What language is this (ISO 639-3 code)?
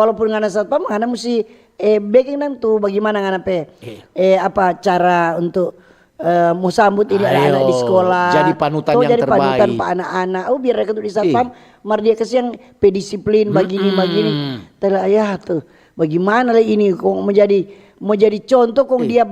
xmm